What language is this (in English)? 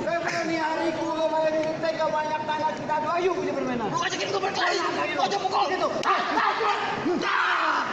Betawi